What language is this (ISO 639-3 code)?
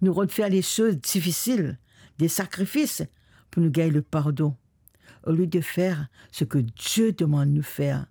mfe